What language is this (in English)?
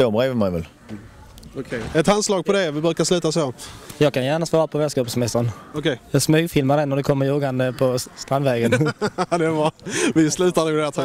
Swedish